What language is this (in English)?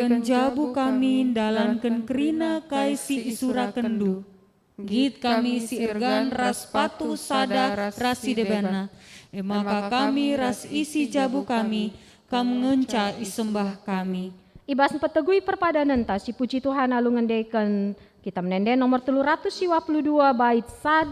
Batak Karo